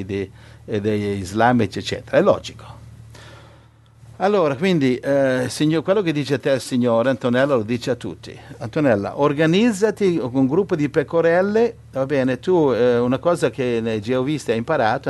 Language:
Italian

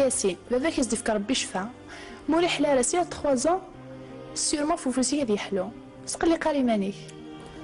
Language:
Kabyle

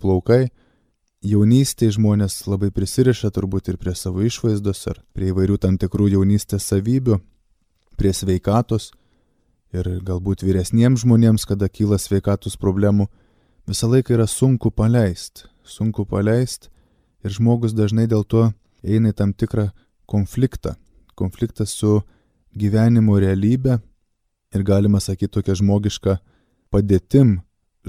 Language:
Lithuanian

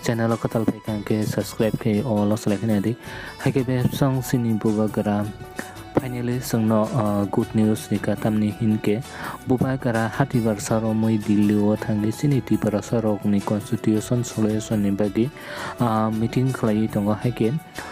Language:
Kok Borok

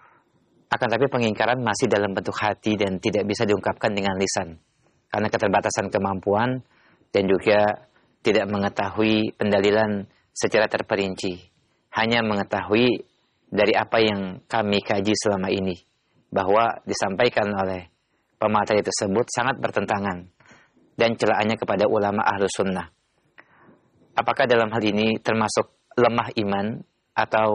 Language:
Indonesian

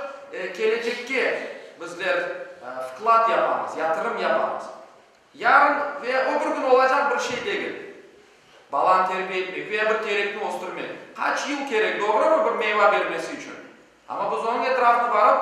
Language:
Crimean Tatar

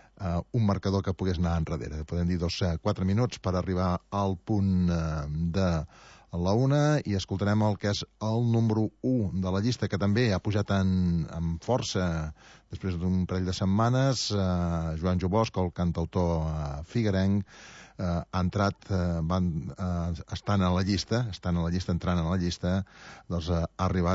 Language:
Catalan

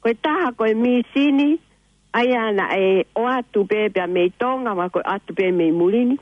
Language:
Tongan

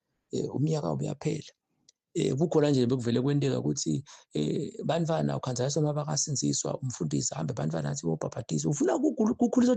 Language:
Zulu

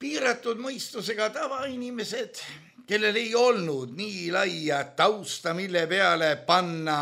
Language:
Estonian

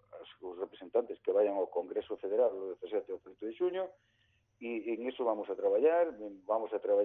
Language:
Galician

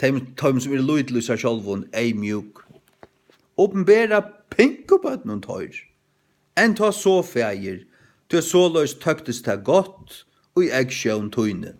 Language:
Faroese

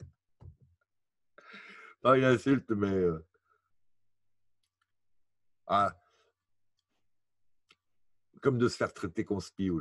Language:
French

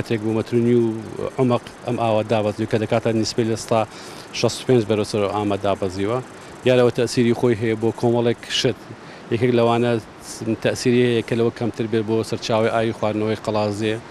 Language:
Central Kurdish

